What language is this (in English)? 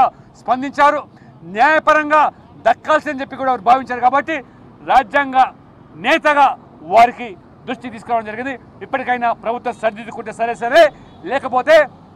Telugu